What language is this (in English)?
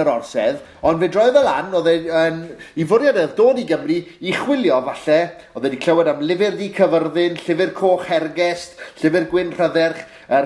Welsh